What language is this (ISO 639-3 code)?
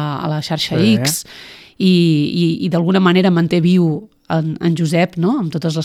cat